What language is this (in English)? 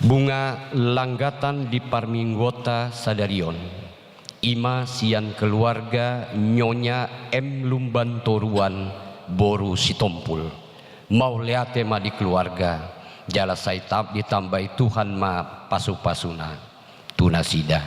Batak Toba